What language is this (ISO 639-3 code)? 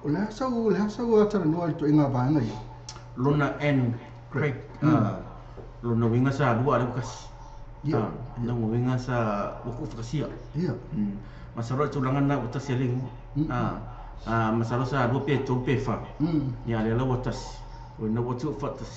smo